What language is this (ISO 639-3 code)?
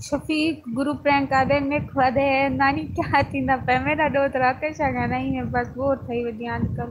skr